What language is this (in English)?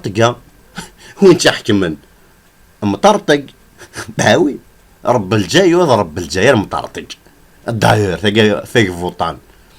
Kabyle